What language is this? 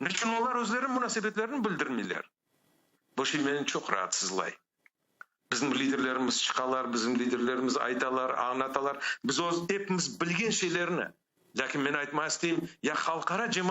Crimean Tatar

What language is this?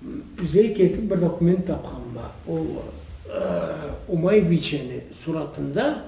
Karachay-Balkar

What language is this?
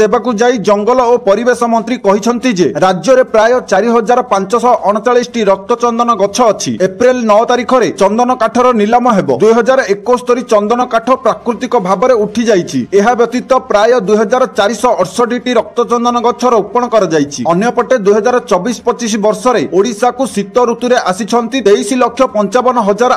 Odia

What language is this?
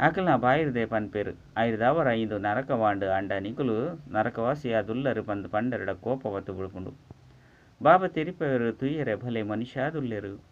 Tulu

